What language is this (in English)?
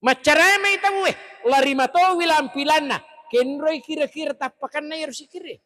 Buginese